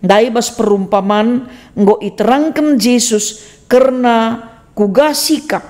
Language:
Batak Karo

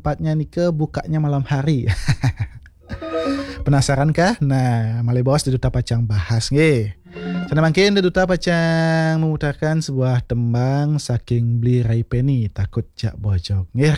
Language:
Balinese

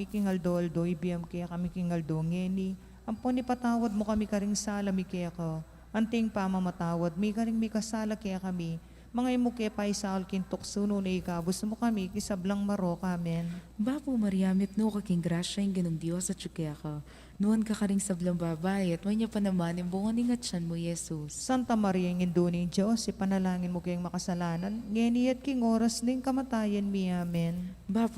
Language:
Pampanga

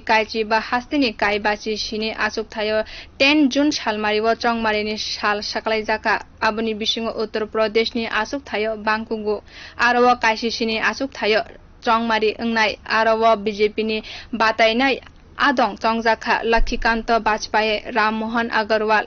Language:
Kok Borok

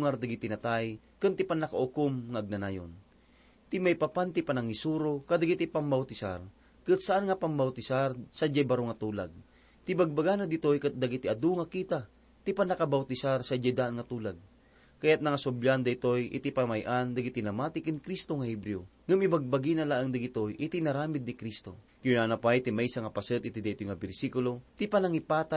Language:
Iloko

